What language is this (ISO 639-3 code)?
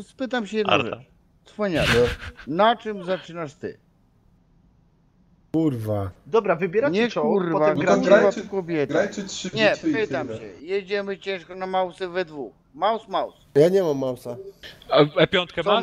pol